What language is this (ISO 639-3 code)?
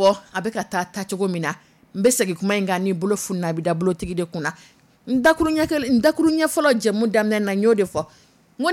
dyu